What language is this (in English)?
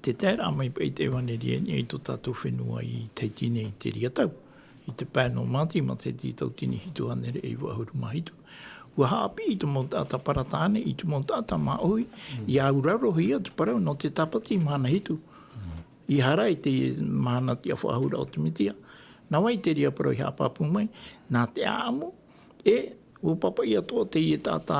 Tahitian